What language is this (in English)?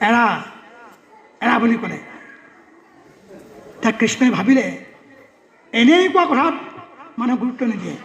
Assamese